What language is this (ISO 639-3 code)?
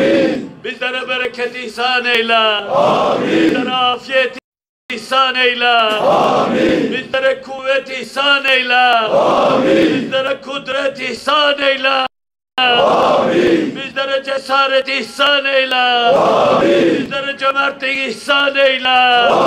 tur